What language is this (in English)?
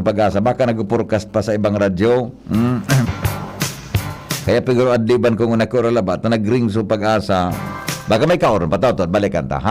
Bikol